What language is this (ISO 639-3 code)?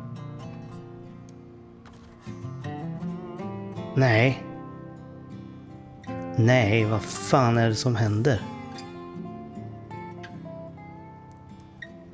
swe